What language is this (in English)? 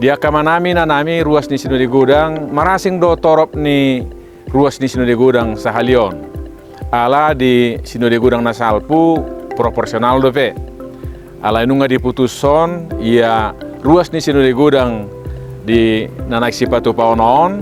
Batak Toba